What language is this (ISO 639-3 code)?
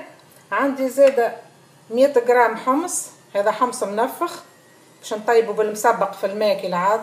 aeb